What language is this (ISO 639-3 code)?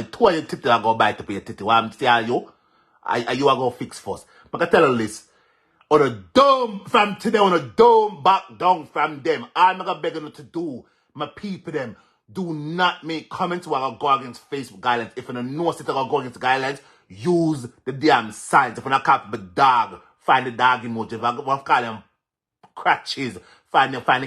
jam